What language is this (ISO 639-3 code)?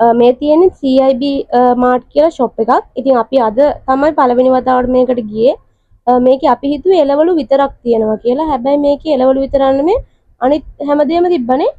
sin